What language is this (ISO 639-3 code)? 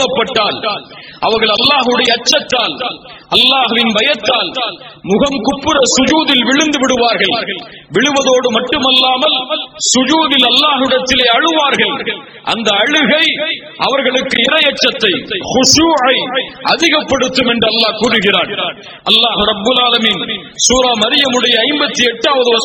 tam